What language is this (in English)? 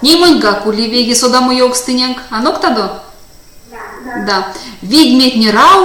Erzya